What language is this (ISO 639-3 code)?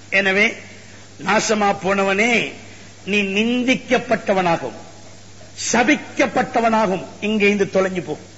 tam